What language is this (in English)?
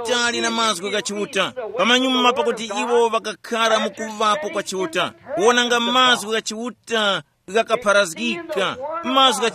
Tumbuka